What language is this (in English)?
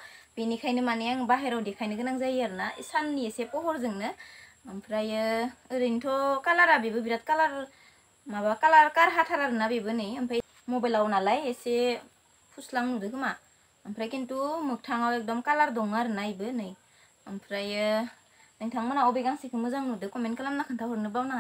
Bodo